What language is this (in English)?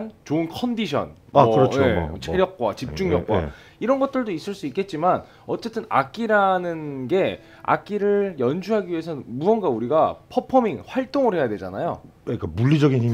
Korean